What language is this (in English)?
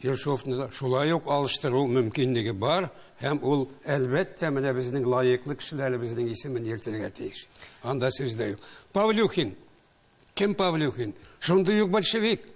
Tatar